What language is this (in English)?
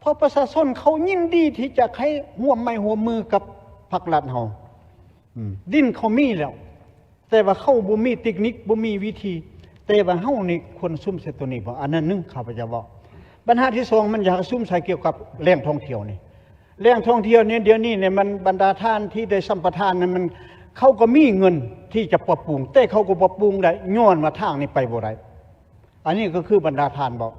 Lao